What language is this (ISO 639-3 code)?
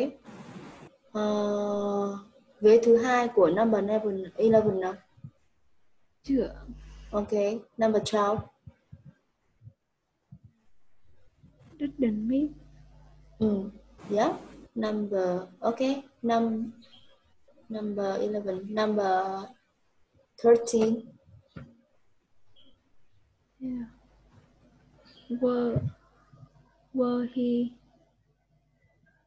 vie